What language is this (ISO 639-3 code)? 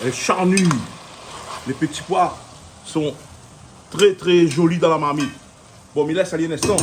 rcf